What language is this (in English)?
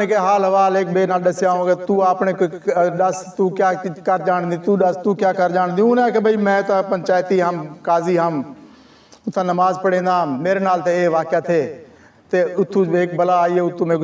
Saraiki